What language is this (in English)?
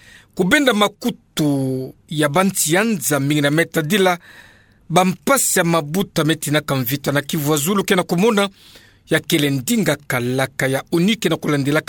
Kituba (Democratic Republic of Congo)